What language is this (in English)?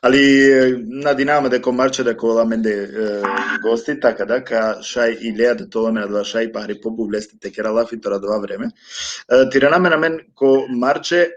Balkan Romani